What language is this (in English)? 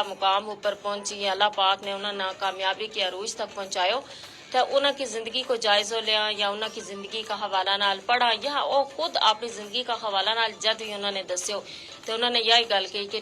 Gujari